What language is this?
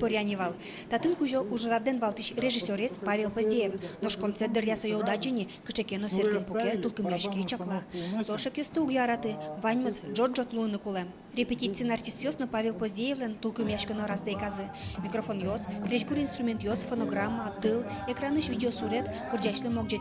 Udmurt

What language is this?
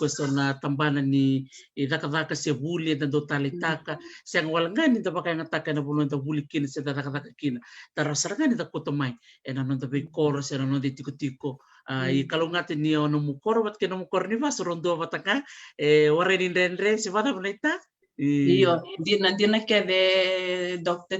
Fijian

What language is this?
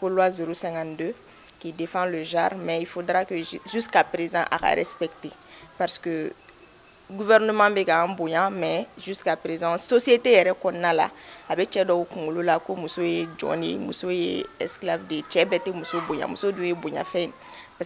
Bambara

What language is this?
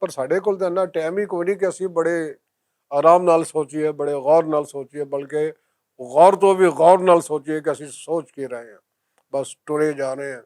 Western Panjabi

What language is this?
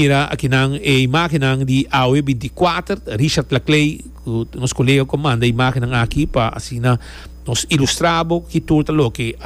Papiamento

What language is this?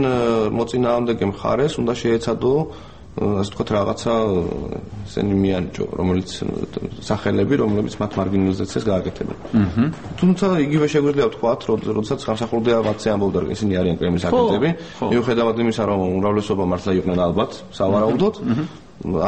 Georgian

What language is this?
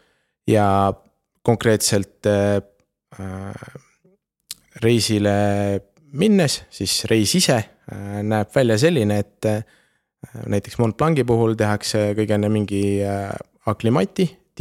Estonian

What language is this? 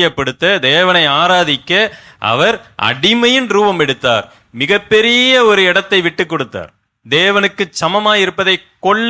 Tamil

